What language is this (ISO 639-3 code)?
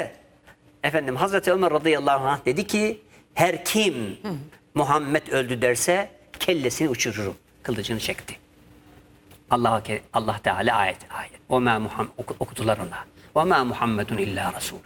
tur